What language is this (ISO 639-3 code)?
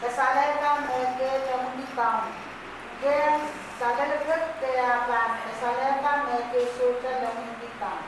pon